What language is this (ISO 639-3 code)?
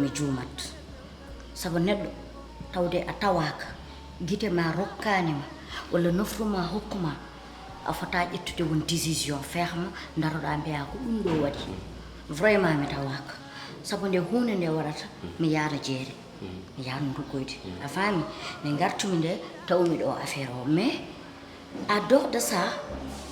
ful